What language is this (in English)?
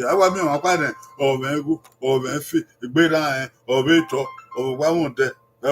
Bini